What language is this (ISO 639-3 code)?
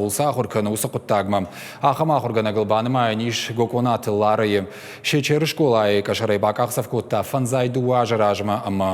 oss